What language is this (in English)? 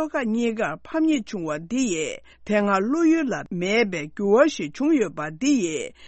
Tibetan